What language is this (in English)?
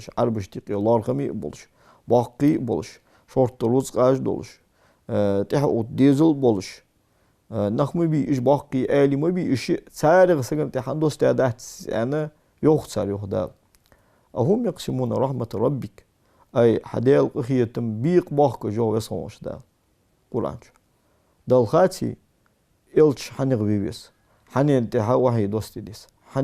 Ingush